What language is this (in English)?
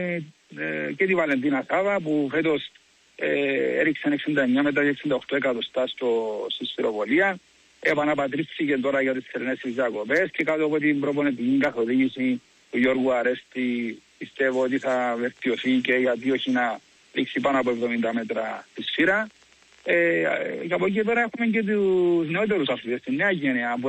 Greek